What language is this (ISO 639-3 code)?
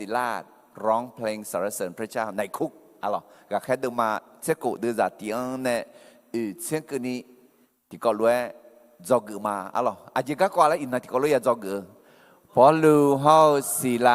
ahk